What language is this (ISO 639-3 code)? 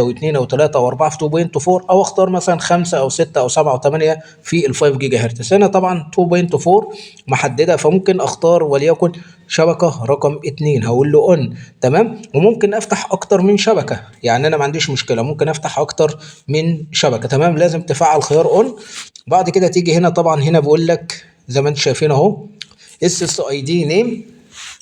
arz